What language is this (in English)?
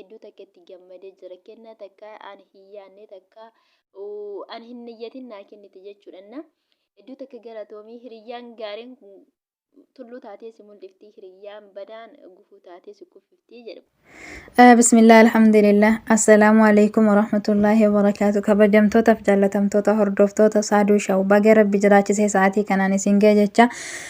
Oromo